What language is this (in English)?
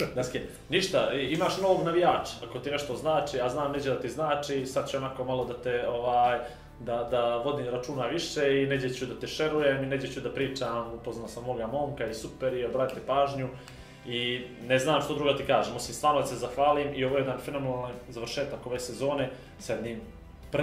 Bosnian